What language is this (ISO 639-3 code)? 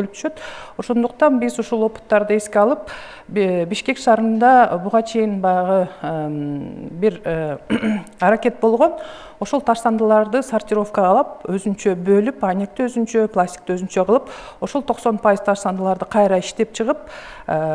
kir